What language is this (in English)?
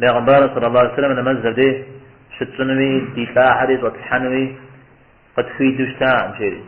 Kabardian